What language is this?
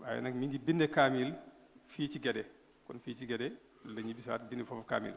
Wolof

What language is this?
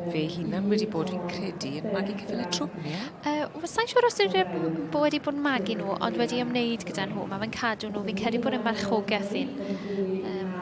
Welsh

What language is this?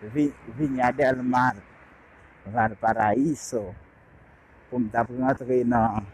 Haitian Creole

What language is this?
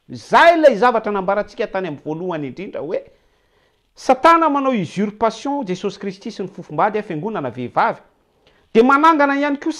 Malagasy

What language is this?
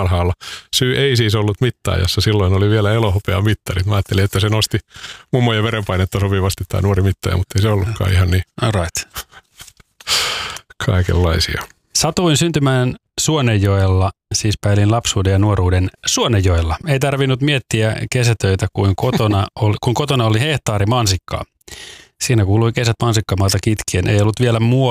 Finnish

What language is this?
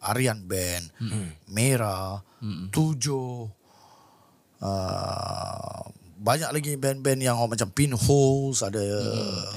Malay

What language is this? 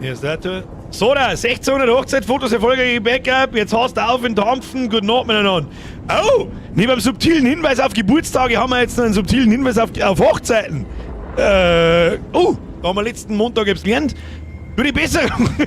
Bavarian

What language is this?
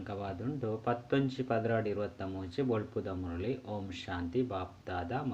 Tulu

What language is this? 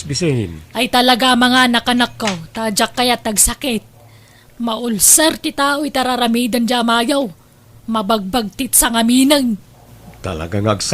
Iloko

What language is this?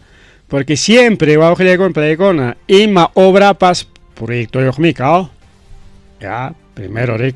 Ayacucho Quechua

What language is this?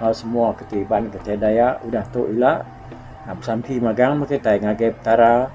Iban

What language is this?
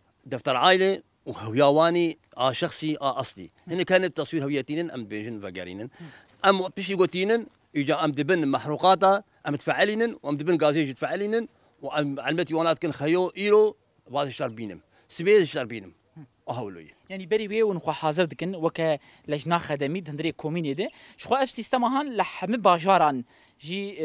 Kurdish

